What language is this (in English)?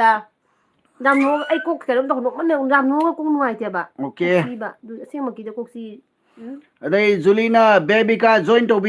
Manipuri